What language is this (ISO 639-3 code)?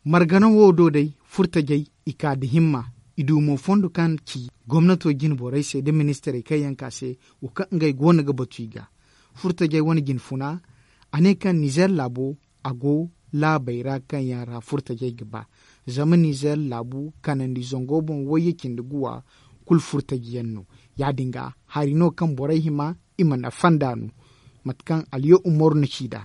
dje